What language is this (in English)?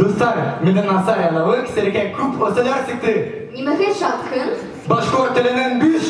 Bashkir